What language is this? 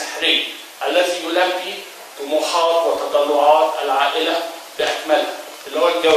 Arabic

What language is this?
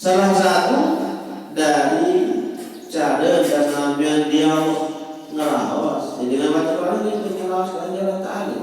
Sasak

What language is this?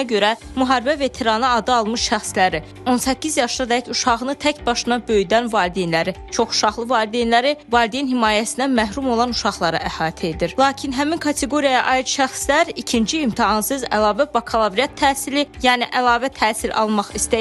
Azerbaijani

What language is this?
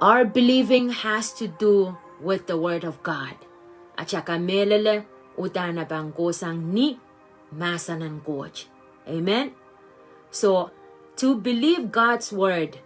Pohnpeian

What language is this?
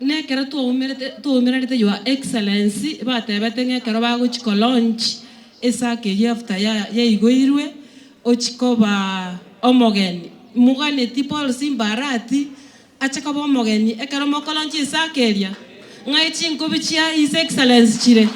Gusii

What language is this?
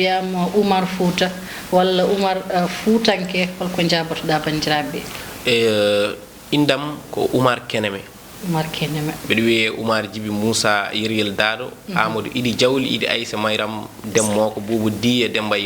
Fula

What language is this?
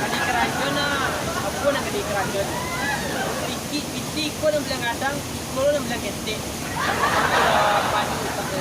Minangkabau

